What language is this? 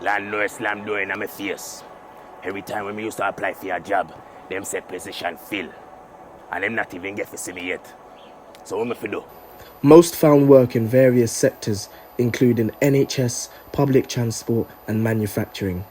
Jamaican Creole English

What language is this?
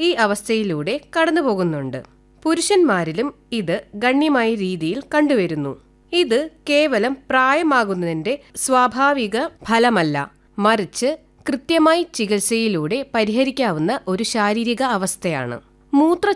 Malayalam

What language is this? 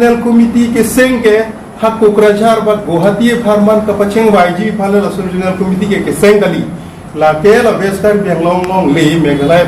Karbi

